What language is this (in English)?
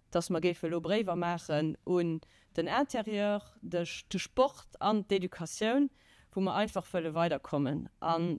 Luxembourgish